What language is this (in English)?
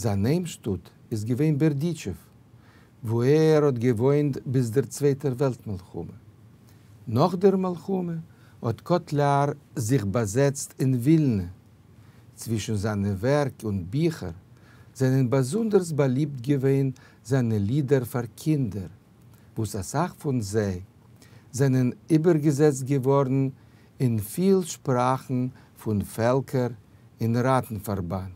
Yiddish